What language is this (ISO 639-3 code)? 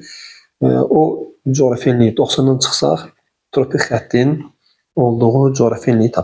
aze